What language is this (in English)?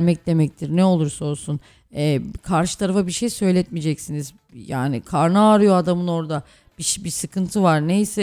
Turkish